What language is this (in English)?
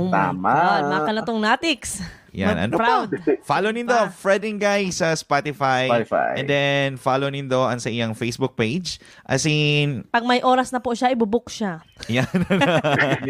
Bikol